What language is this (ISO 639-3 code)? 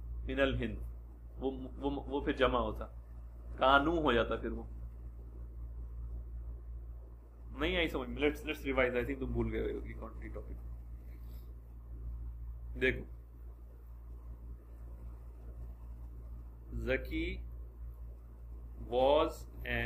urd